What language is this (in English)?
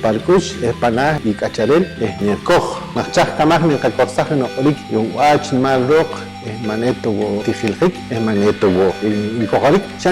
Poqomchi'